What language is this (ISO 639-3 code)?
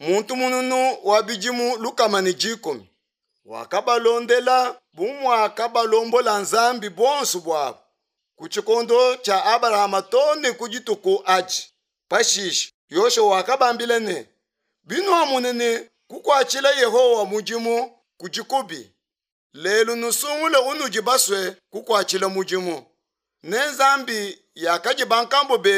lua